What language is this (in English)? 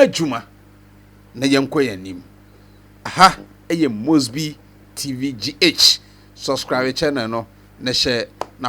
Akan